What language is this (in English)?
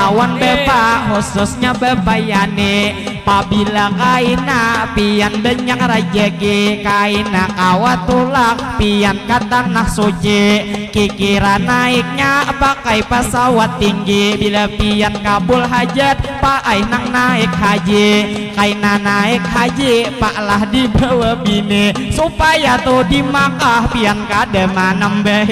Banjar